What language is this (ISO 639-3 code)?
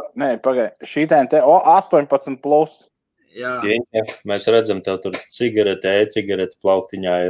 lav